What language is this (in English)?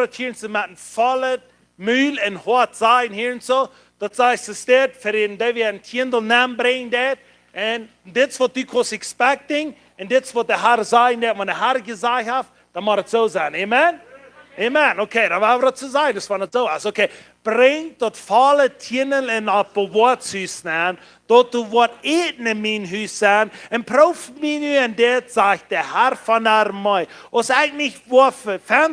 Plautdietsch